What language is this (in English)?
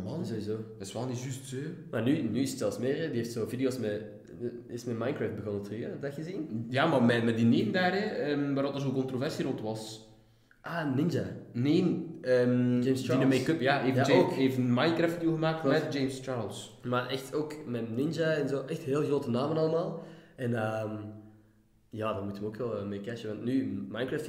Dutch